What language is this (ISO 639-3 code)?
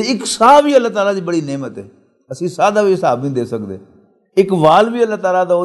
lah